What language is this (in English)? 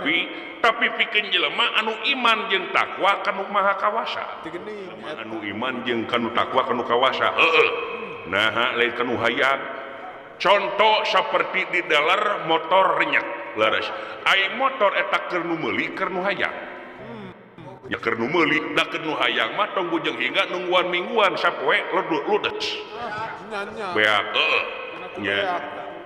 Sundanese